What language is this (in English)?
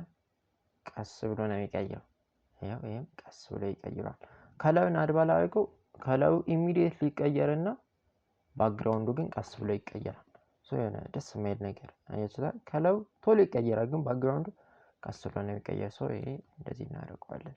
Amharic